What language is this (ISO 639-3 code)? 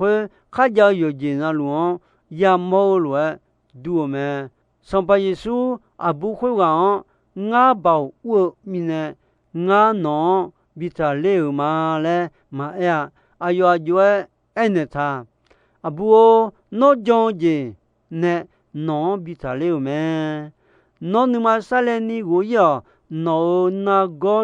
ahk